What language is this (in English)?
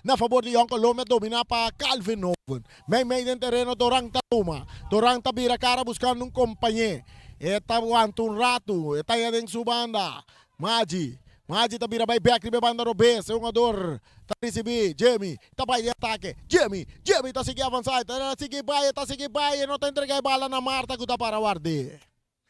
Papiamento